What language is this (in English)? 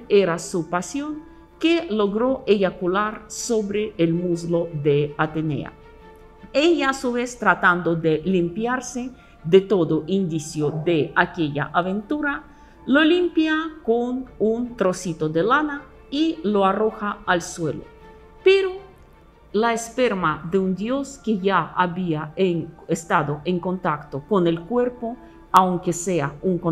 Spanish